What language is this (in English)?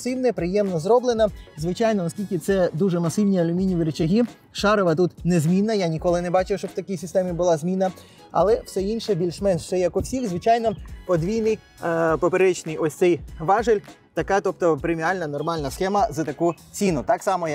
Ukrainian